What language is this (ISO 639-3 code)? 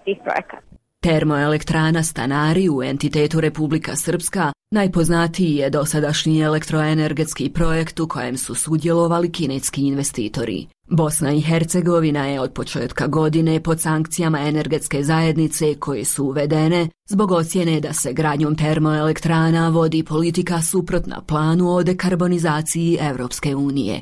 bos